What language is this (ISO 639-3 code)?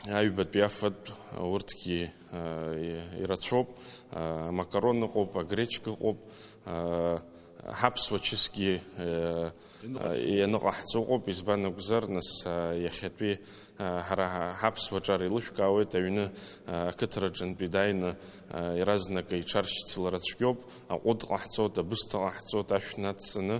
abk